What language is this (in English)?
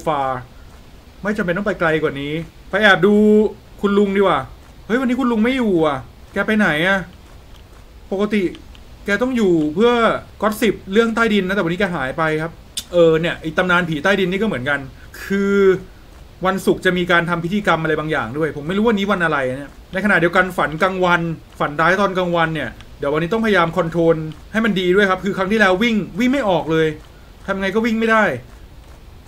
Thai